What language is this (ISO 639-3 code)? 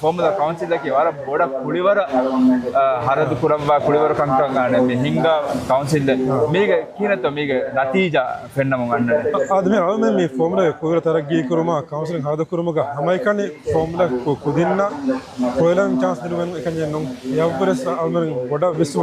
div